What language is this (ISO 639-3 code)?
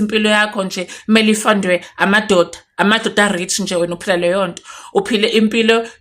zul